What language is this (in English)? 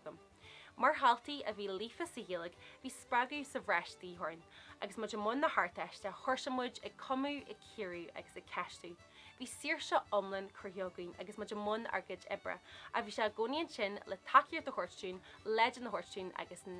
Irish